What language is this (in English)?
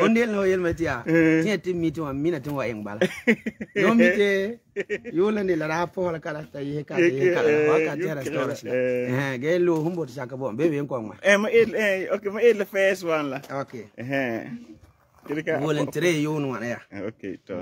Frafra